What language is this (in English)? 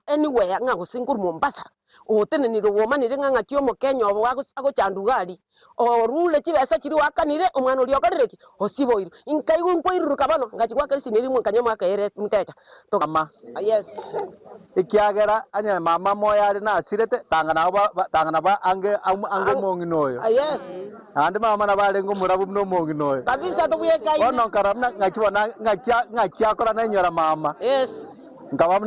Gusii